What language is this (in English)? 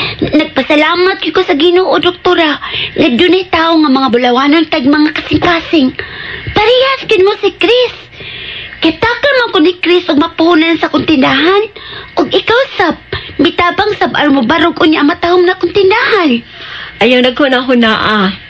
Cebuano